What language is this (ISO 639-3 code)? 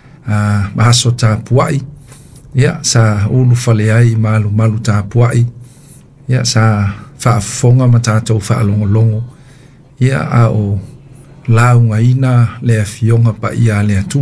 smo